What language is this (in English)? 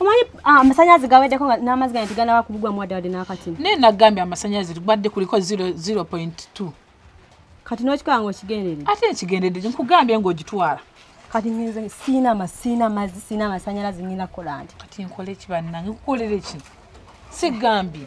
Ganda